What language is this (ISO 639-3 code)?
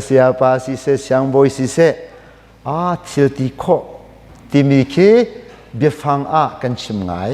cnh